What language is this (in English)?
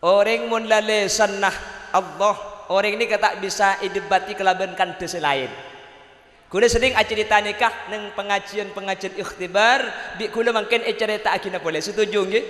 Madurese